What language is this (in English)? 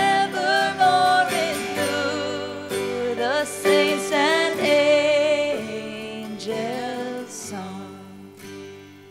English